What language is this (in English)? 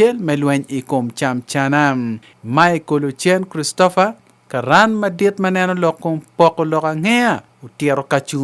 Acoli